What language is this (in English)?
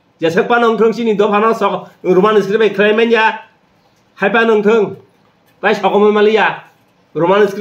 Kok Borok